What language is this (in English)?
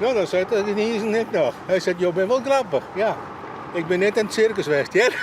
Western Frisian